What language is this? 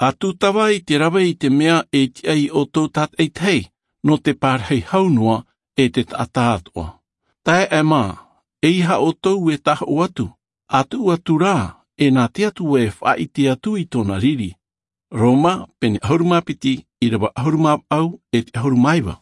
Tahitian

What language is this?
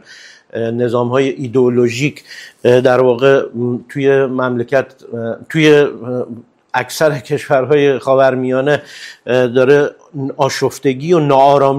Persian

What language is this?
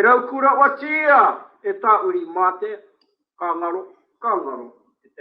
Māori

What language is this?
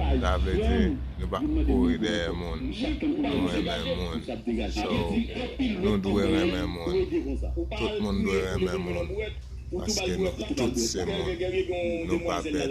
Haitian Creole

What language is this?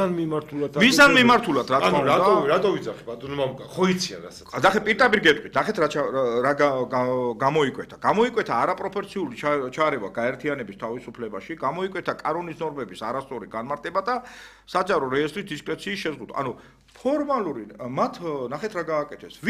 Georgian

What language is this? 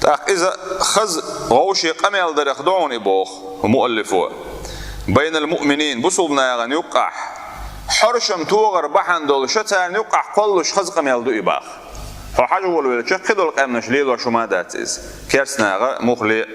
Chechen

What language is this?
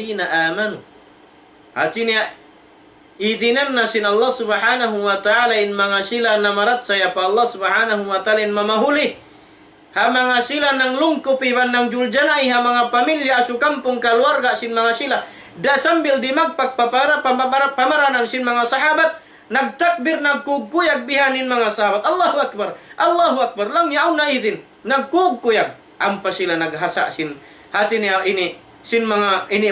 Tausug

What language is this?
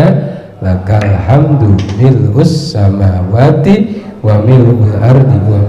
Sundanese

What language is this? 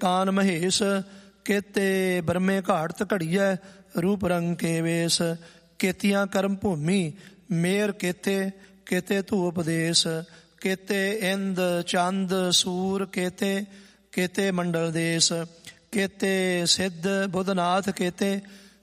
Punjabi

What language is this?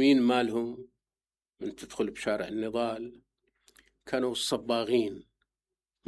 Mesopotamian Arabic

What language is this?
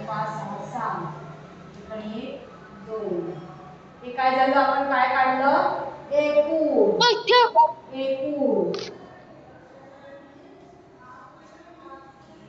Marathi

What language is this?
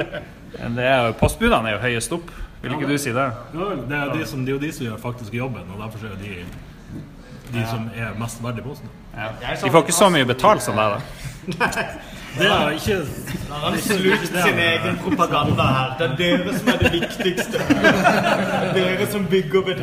Norwegian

